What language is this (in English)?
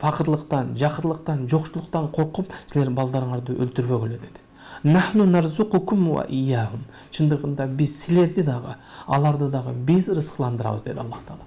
Kyrgyz